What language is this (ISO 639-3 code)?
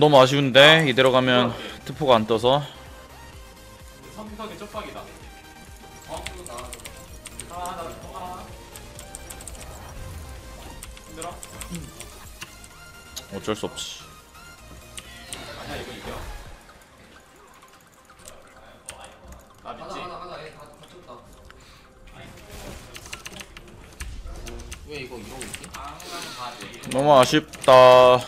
kor